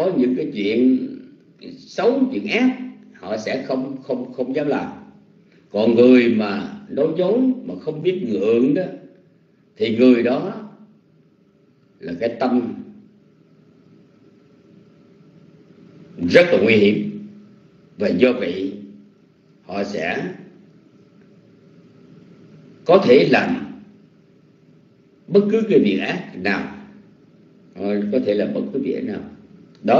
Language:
Vietnamese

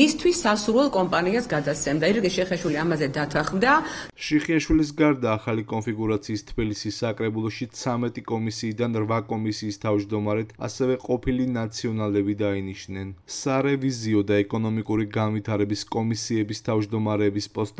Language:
Georgian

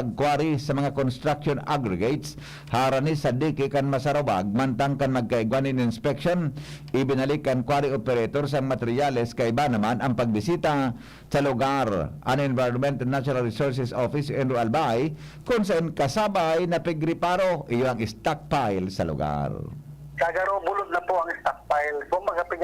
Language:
Bikol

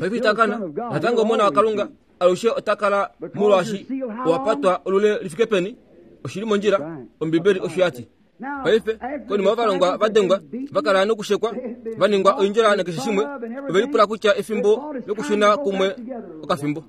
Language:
Kuanyama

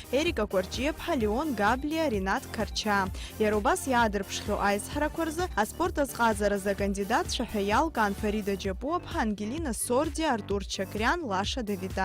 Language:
Abkhazian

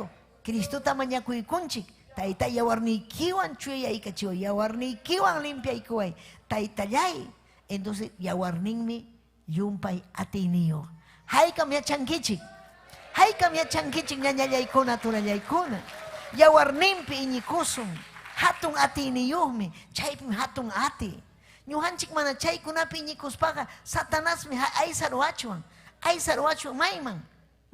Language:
Ayacucho Quechua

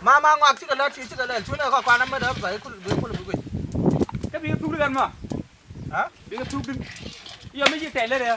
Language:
Nuer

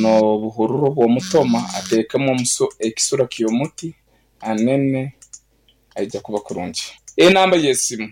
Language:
Nyankole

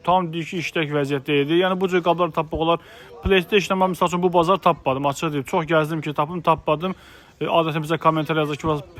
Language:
Azerbaijani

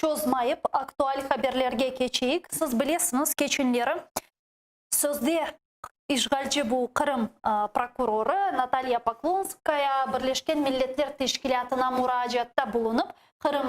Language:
Crimean Tatar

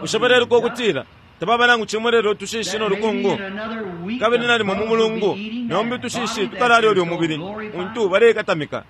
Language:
Bemba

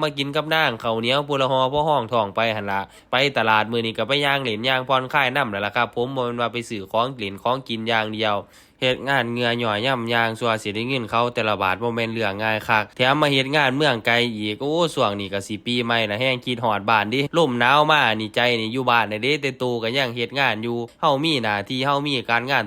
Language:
Northeastern Thai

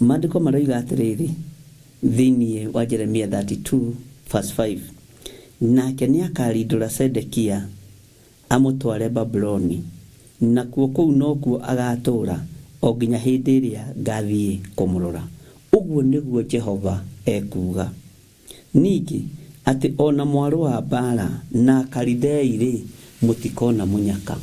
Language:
Kikuyu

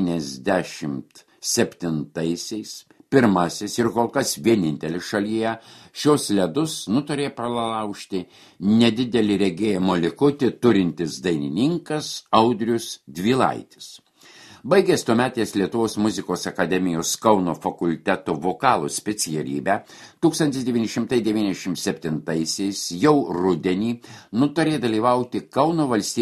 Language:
Lithuanian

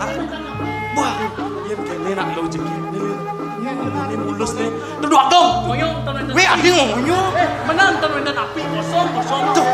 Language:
Balinese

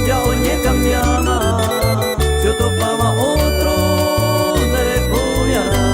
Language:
Guarani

